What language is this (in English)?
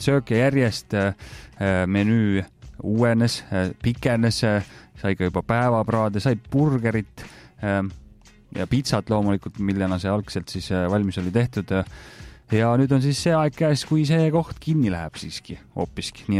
Estonian